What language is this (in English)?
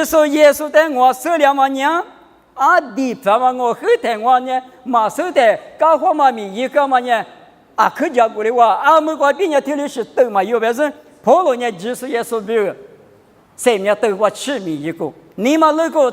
Lisu